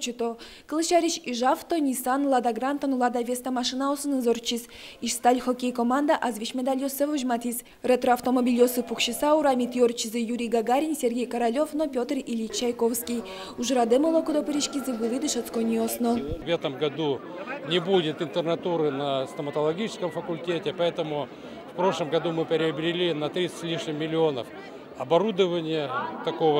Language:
Udmurt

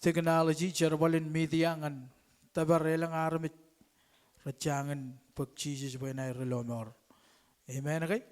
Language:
Marshallese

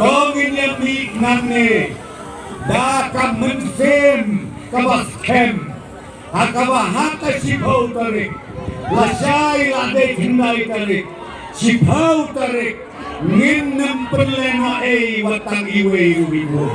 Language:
Khasi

